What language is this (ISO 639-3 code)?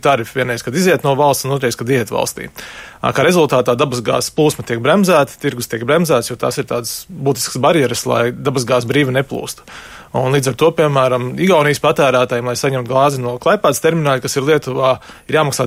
lav